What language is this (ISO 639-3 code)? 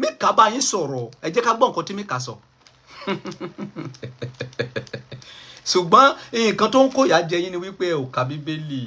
yor